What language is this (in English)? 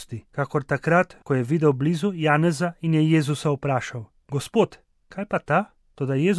Slovenian